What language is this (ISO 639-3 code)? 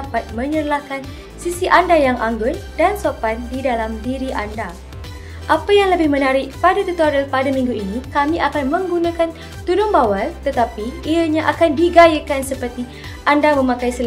msa